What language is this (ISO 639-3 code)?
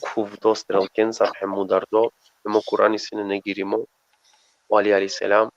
rmn